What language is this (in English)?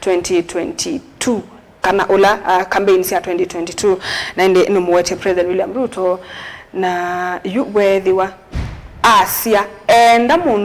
Kamba